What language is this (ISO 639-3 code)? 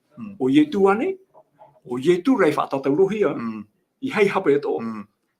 tah